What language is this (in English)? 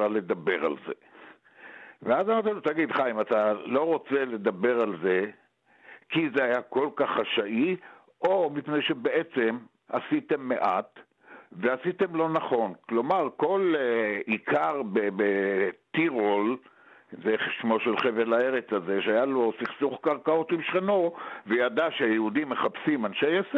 Hebrew